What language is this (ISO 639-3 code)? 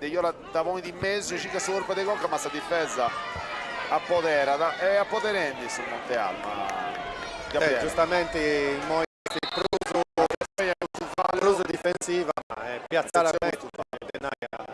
srd